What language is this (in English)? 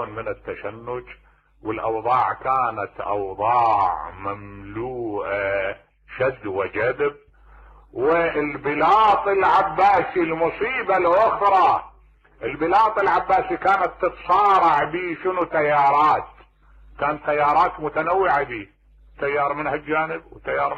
Mesopotamian Arabic